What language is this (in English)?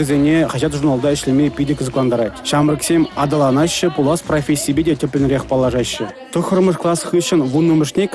Chuvash